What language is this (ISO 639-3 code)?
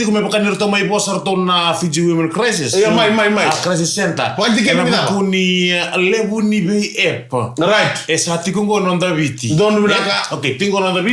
fij